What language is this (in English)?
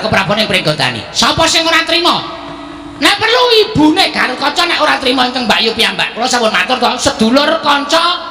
Javanese